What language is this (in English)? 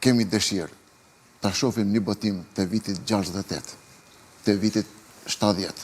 Albanian